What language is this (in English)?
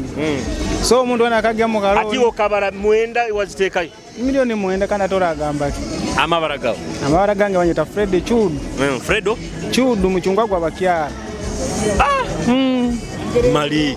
Nyoro